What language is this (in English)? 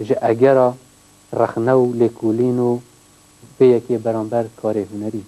Kurdish